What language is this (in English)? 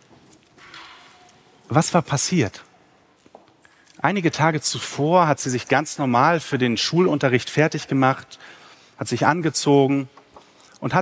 German